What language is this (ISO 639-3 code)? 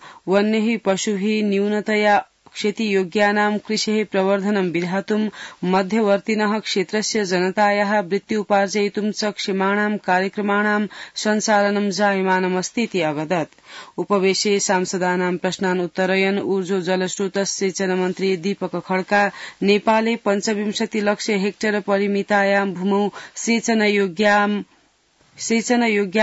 san